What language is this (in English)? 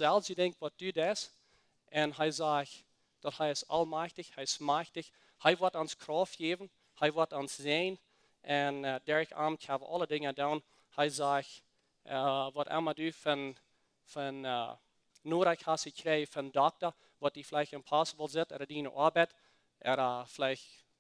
Plautdietsch